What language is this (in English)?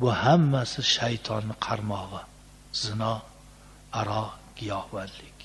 Uzbek